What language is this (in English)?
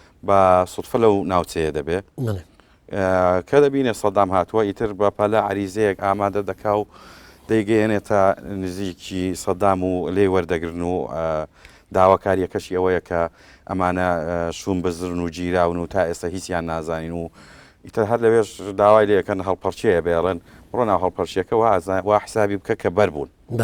Central Kurdish